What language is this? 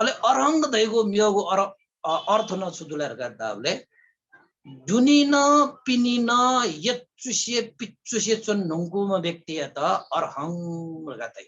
Newari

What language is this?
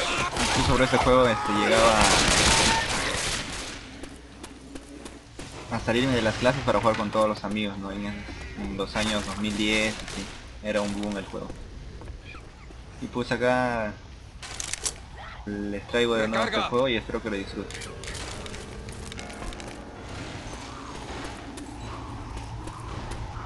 Spanish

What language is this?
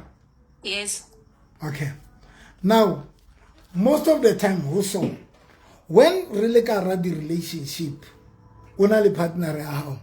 Southern Sotho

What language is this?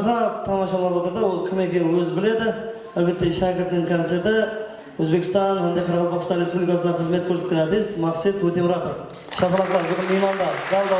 Kara-Kalpak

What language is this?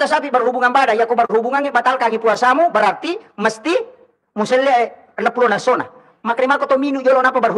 Buginese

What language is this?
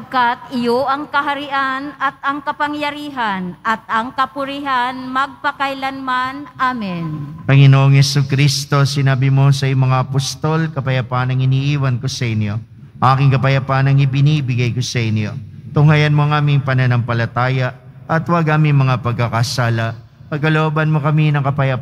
Filipino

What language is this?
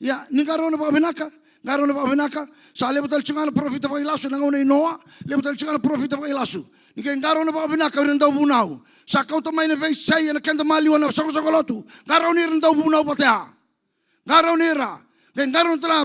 Fijian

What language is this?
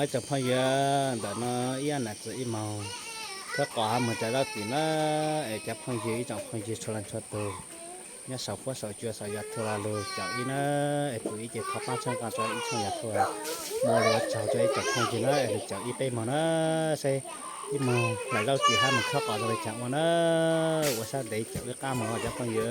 Hmong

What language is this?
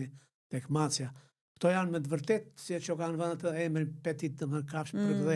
Albanian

